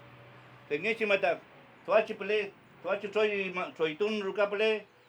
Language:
Mapuche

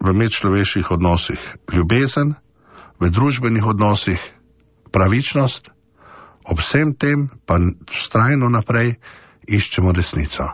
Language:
Slovenian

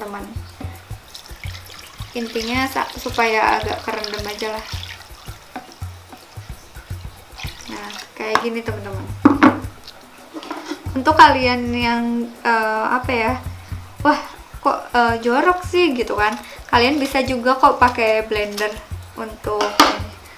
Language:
Indonesian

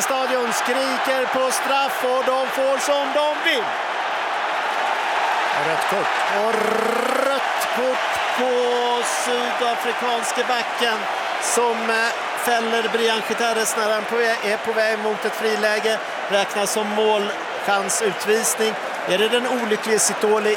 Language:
Swedish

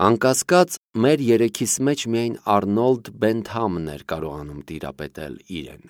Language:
Armenian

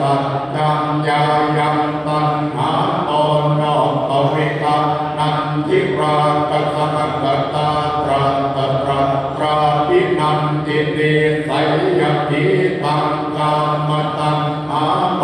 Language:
Pali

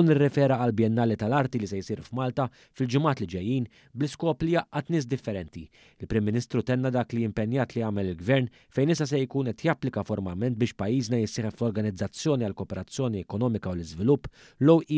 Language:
Maltese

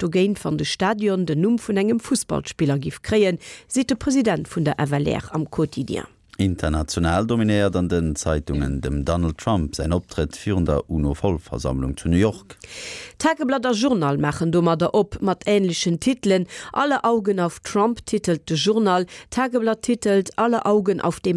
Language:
Luxembourgish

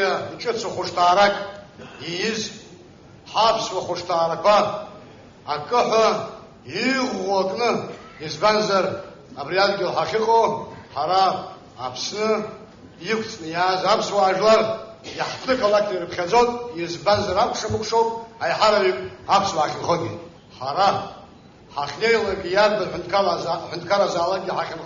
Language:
Abkhazian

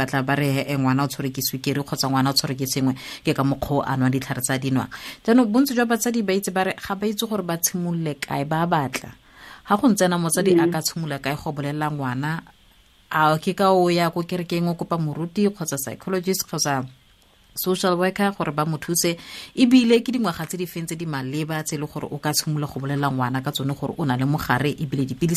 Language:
Tswana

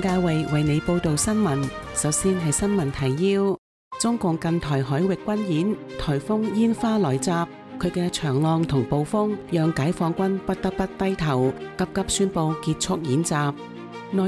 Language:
Cantonese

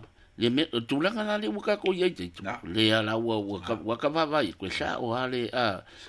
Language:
Samoan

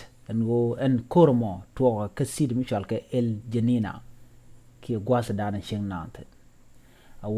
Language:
Nuer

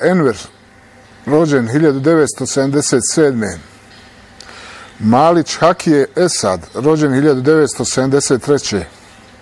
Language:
Bosnian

